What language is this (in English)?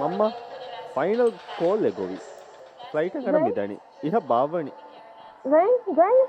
Divehi